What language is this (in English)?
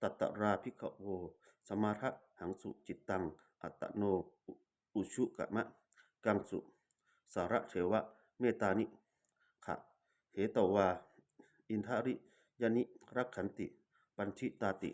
Pali